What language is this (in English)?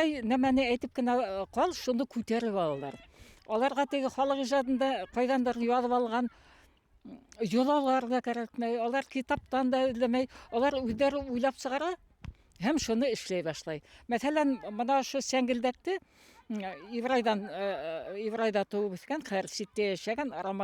Bashkir